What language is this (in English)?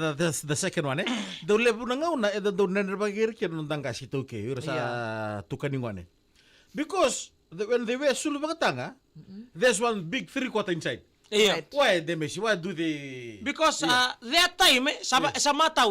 Fijian